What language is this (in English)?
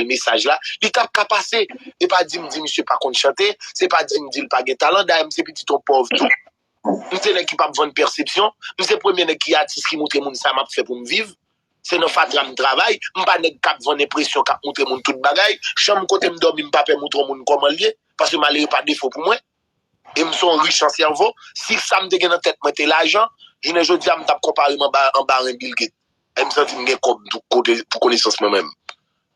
Haitian Creole